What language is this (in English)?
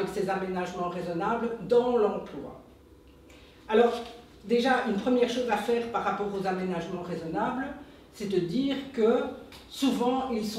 French